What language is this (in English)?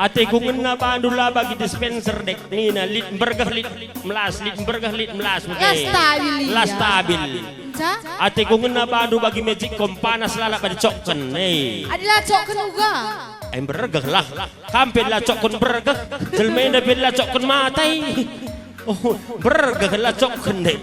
Batak Karo